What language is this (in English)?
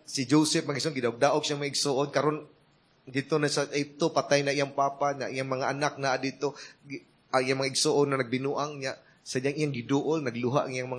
Cebuano